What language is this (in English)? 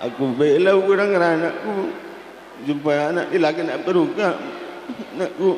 Batak Karo